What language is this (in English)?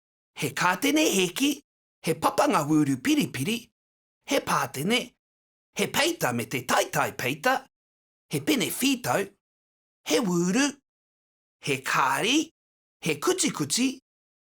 Māori